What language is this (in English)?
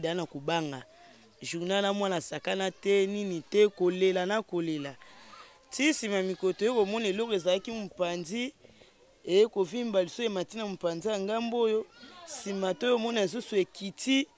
Lingala